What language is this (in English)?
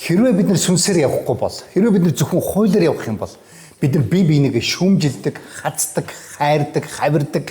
Mongolian